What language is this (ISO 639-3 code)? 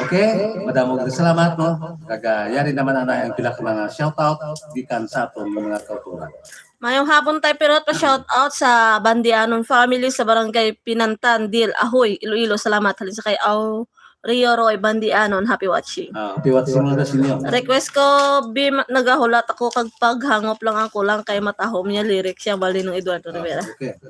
hil